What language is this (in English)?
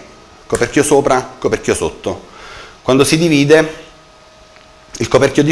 Italian